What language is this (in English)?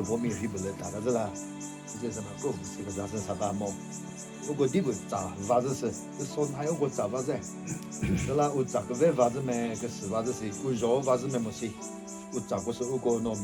Chokri Naga